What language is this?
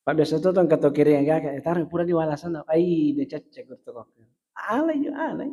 Buginese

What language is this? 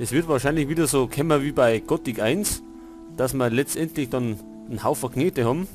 Bavarian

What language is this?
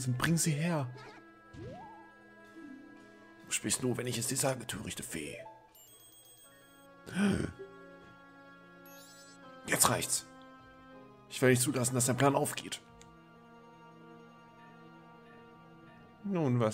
German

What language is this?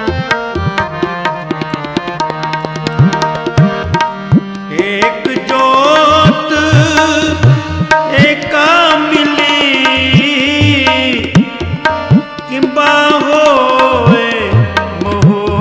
Punjabi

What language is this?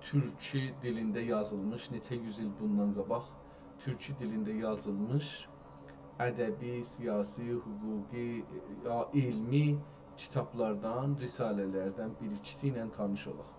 South Azerbaijani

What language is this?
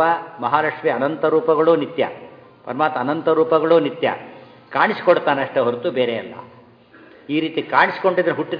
Kannada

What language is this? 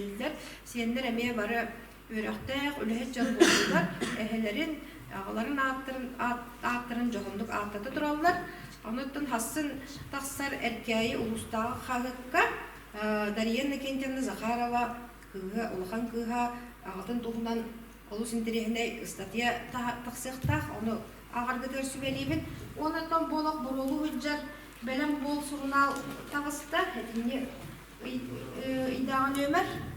Yakut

